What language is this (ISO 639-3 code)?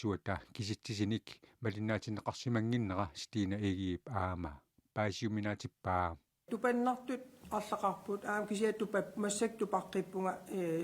kal